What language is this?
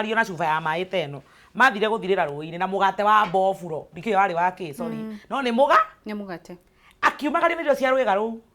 Kikuyu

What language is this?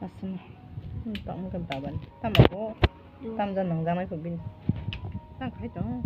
Kok Borok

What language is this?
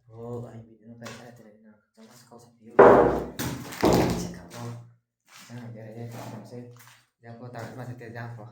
Riang (India)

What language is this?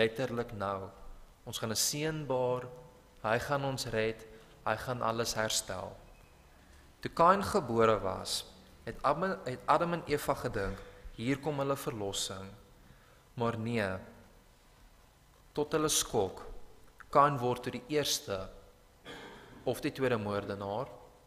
Afrikaans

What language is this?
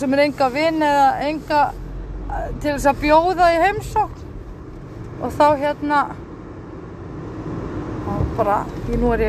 Icelandic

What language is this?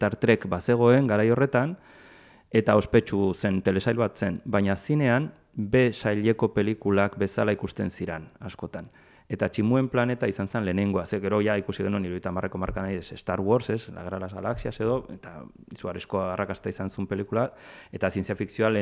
Basque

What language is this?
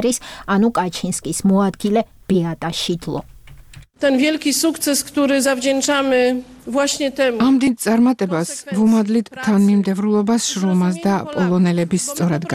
Georgian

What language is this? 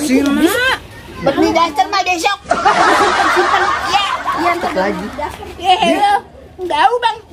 Betawi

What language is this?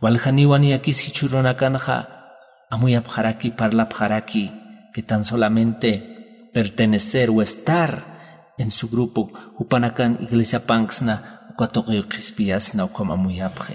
Aymara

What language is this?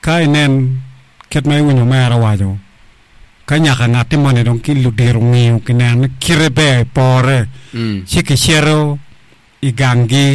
Acoli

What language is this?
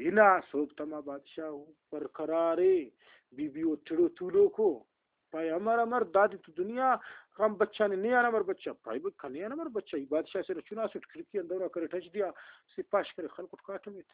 Brahui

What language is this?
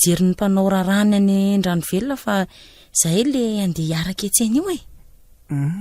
Malagasy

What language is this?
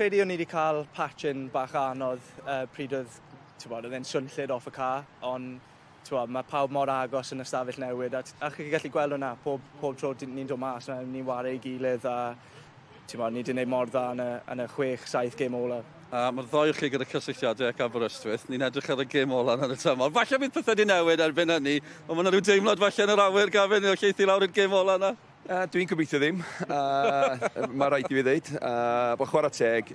Welsh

